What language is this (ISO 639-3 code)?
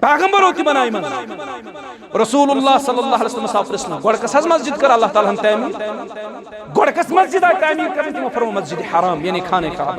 kas